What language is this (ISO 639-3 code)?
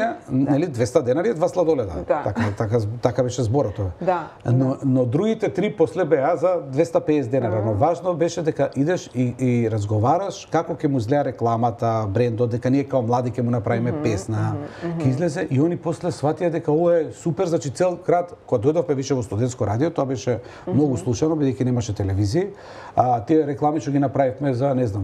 mkd